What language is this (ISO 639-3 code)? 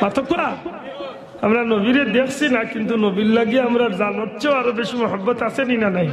syl